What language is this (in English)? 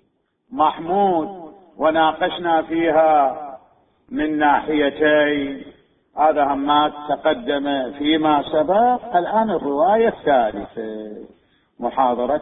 Mesopotamian Arabic